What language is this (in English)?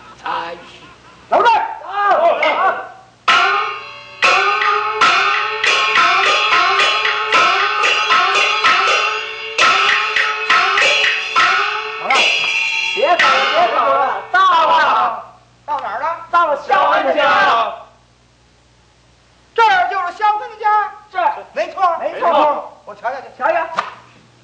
Chinese